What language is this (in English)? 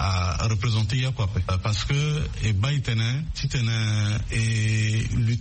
Sango